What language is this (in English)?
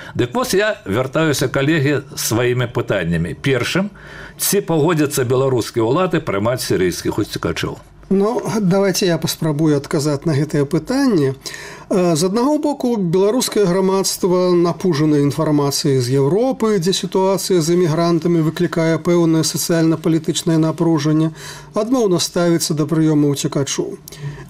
Belarusian